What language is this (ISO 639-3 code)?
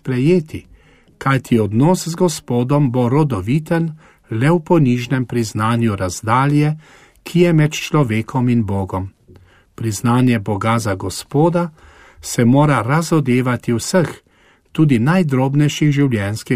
slv